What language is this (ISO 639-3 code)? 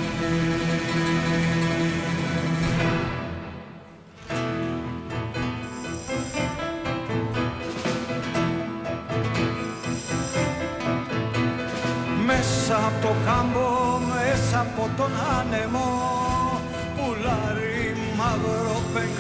ell